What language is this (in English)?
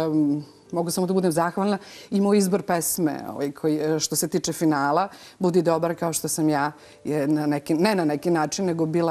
Serbian